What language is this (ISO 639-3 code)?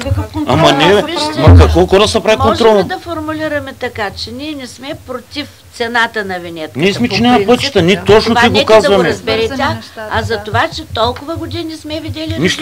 bul